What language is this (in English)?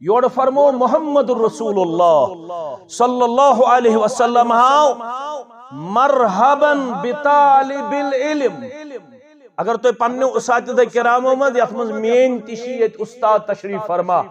Kashmiri